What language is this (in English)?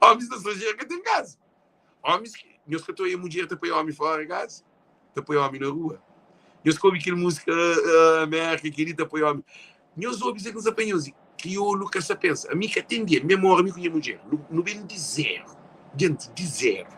Kabuverdianu